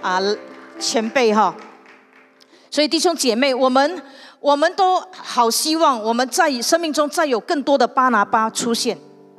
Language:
Chinese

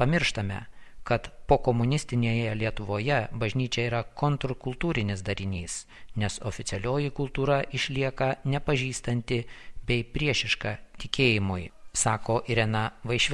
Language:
Lithuanian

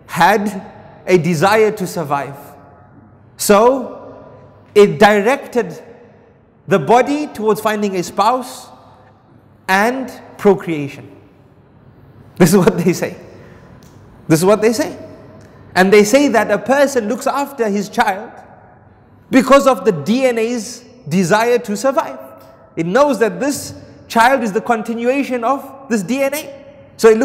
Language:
English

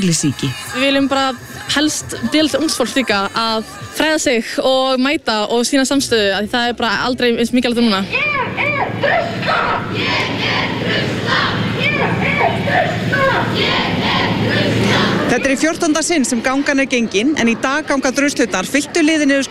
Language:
Icelandic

